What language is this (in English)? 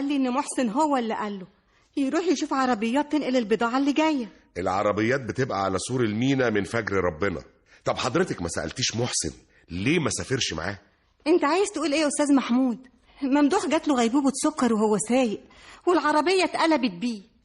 Egyptian Arabic